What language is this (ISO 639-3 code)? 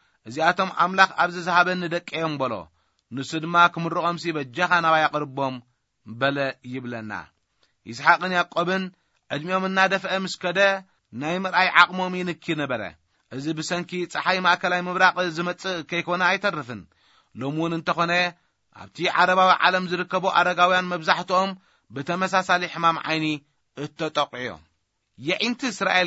tir